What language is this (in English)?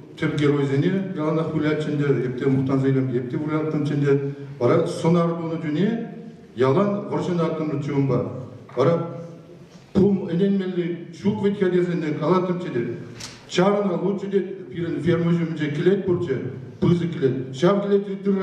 Chuvash